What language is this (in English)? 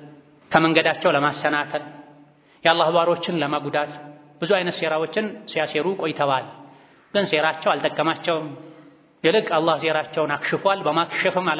Amharic